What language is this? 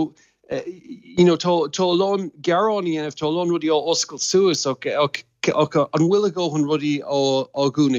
Irish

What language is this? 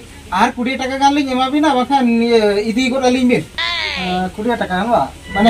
Santali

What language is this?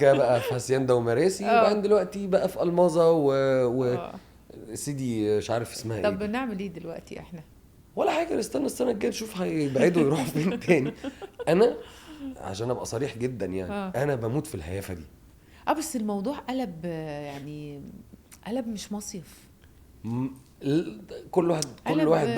Egyptian Arabic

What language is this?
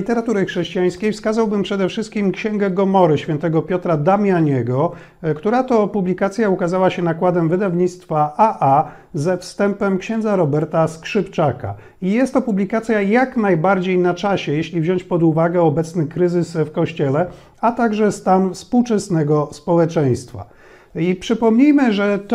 Polish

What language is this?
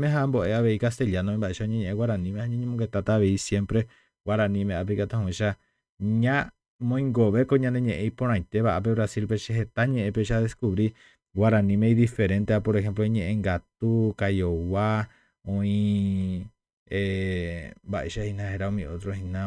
Guarani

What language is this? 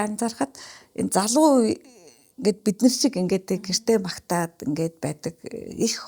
Mongolian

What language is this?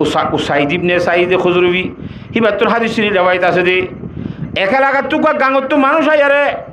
Rohingya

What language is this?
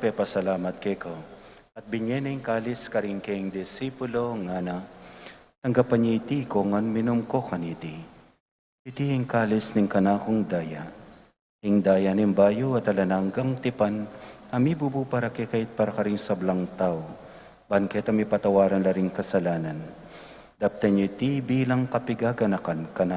Pampanga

